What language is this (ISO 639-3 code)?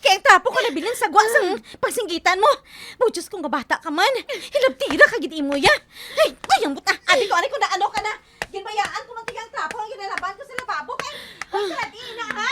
hil